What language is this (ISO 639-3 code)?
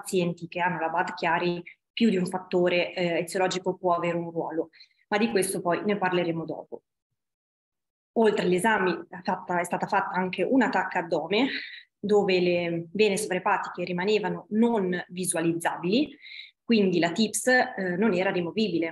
ita